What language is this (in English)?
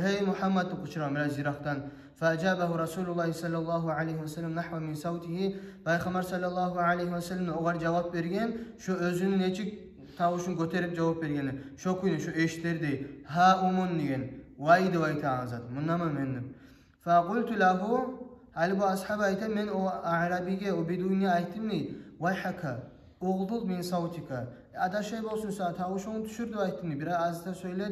Kumyk